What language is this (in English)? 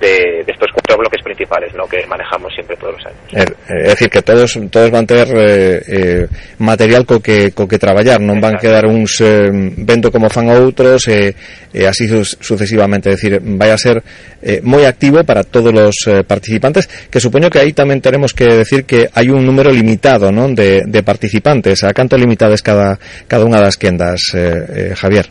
Galician